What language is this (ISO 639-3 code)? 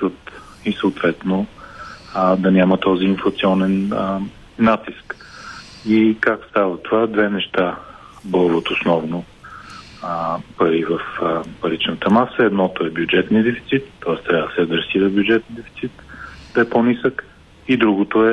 bul